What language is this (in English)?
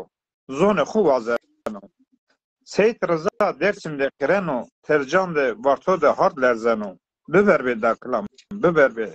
Zaza